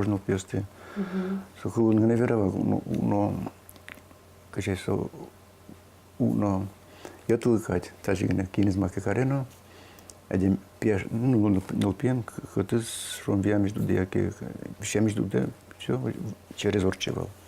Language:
Udmurt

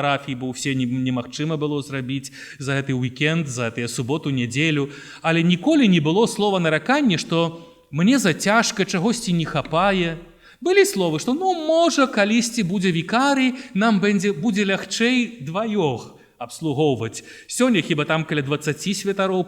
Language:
Belarusian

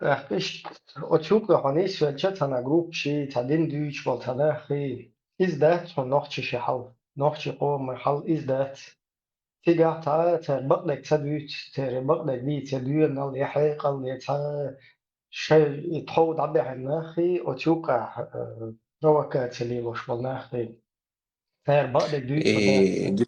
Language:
Chechen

